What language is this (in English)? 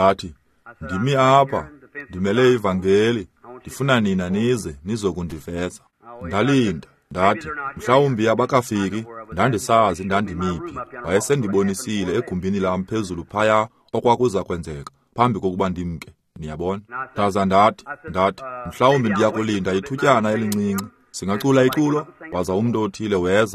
Xhosa